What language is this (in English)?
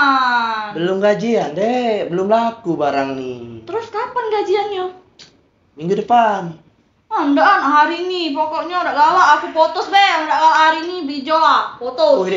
Musi